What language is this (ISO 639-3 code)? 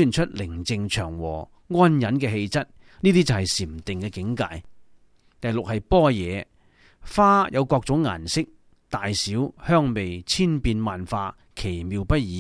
yue